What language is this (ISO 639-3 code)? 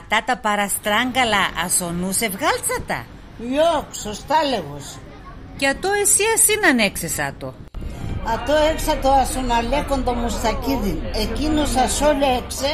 pnt